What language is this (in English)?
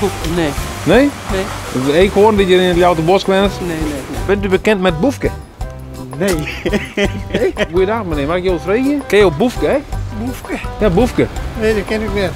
Western Frisian